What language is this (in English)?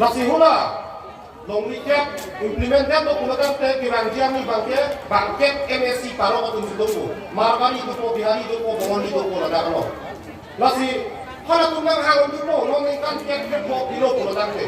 Karbi